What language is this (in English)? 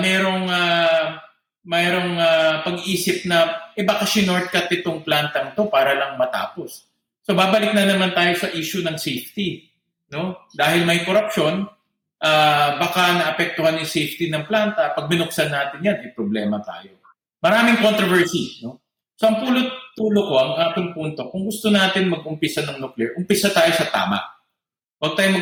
Filipino